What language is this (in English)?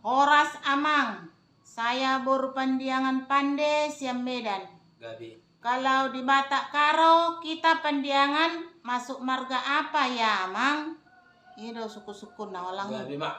Batak Toba